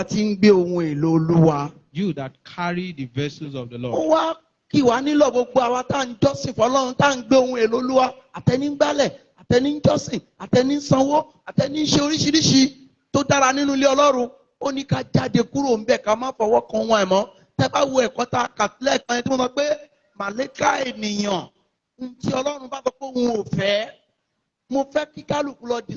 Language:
Yoruba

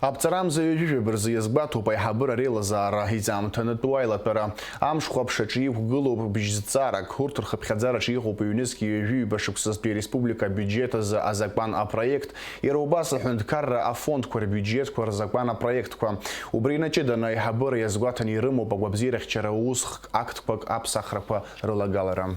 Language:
Abkhazian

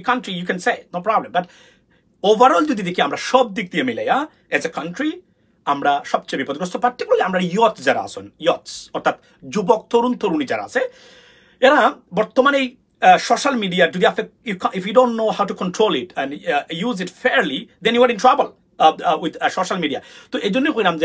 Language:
Sylheti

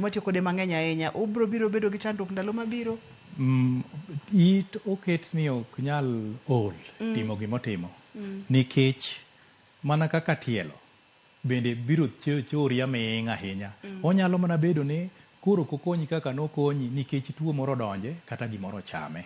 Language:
Luo (Kenya and Tanzania)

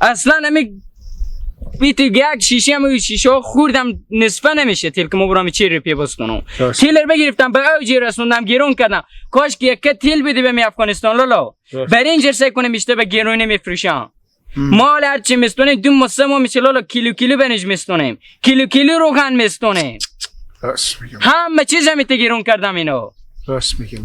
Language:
Hazaragi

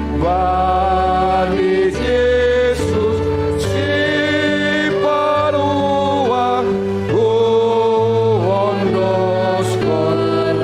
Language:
Batak Simalungun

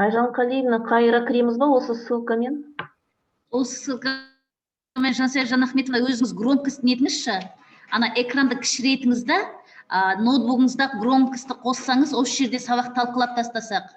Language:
Kazakh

